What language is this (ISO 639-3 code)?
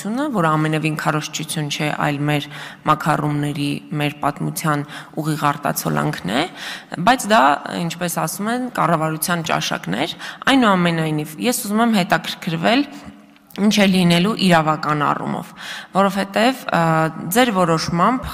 hye